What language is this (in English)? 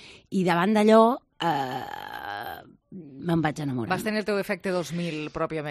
Catalan